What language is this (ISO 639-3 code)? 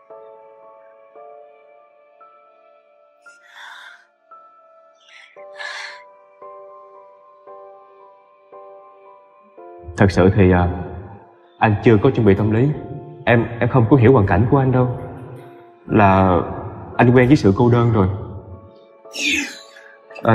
vie